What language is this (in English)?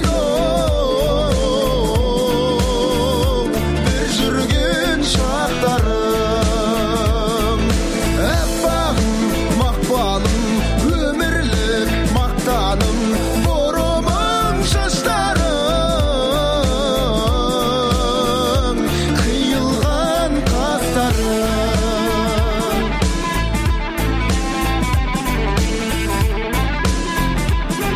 Kazakh